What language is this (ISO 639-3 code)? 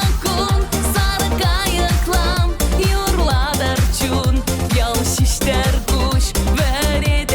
chv